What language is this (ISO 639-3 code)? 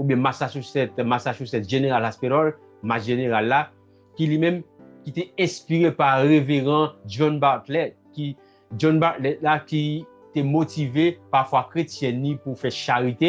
hat